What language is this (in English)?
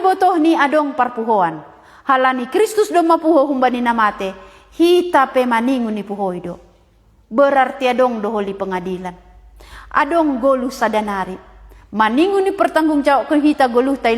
Batak Simalungun